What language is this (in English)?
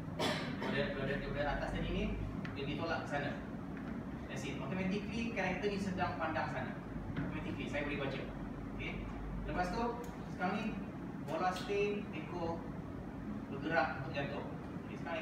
Malay